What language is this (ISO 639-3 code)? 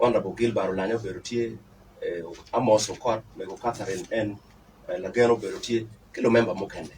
ach